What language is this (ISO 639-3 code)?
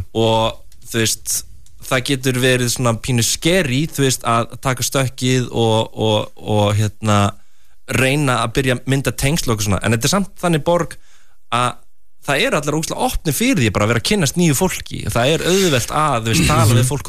isl